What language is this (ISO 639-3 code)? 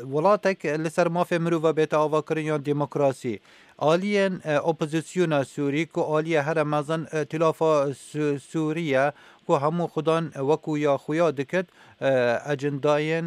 kur